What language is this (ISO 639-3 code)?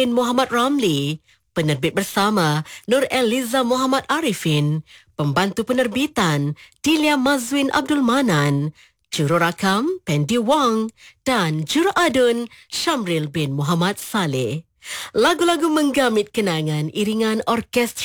msa